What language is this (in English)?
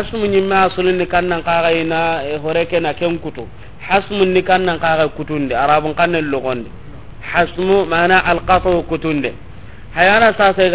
Soninke